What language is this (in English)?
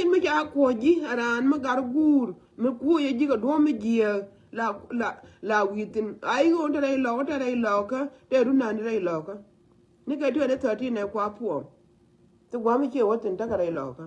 Nuer